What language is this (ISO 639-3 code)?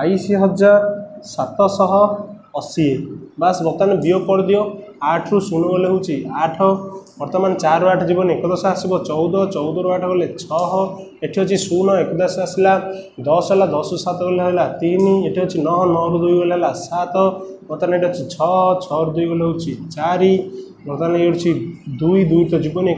ori